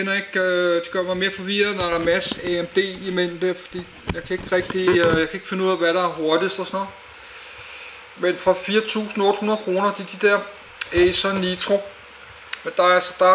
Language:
Danish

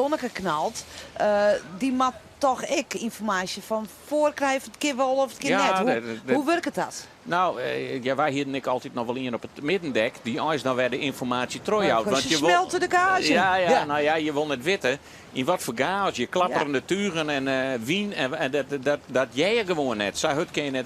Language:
Western Frisian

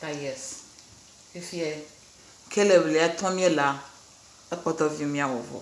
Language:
Ewe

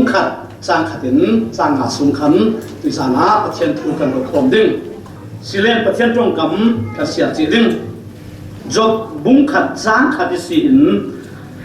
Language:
Falam Chin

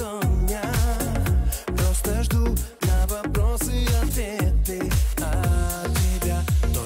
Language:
Russian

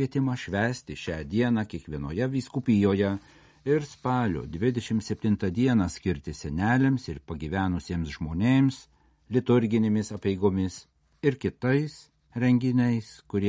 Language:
Lithuanian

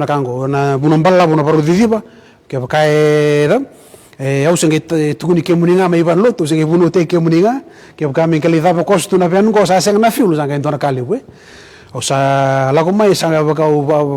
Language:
Fijian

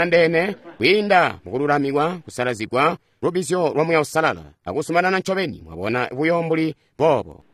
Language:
Tonga (Zambia)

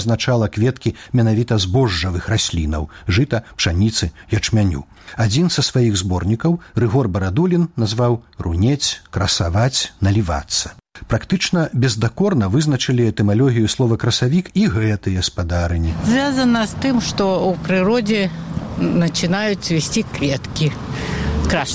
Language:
Belarusian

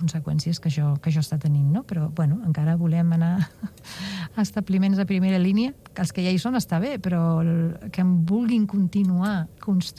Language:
Catalan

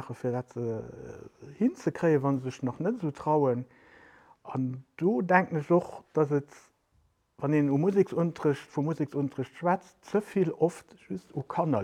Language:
Luxembourgish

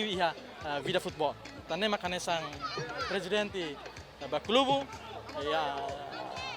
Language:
Tetum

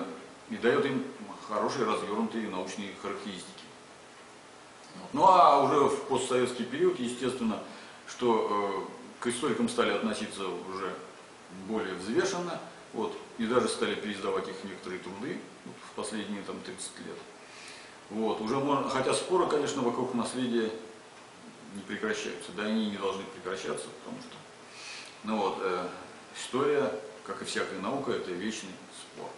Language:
Russian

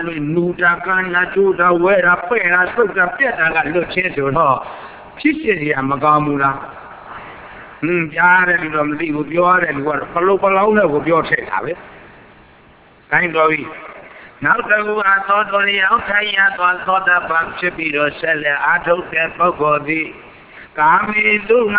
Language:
Burmese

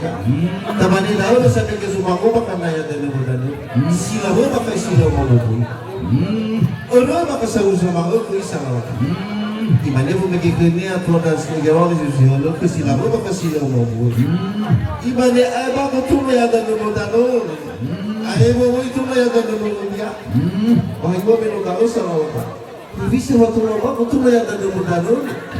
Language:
Nias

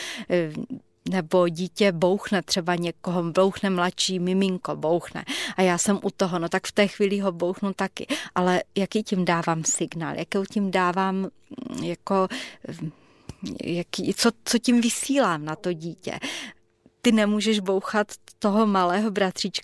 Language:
Czech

